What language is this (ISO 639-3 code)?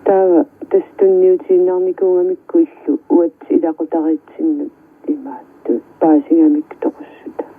kal